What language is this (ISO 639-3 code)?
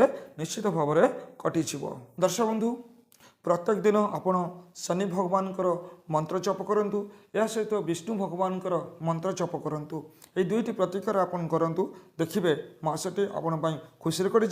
ori